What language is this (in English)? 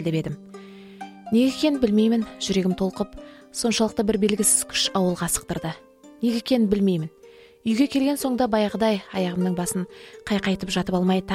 Kazakh